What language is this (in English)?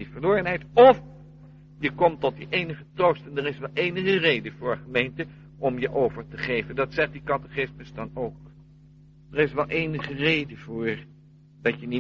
Dutch